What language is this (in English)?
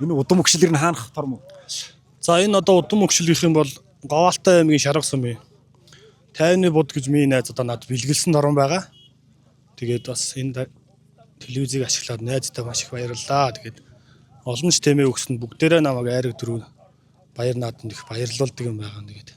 Mongolian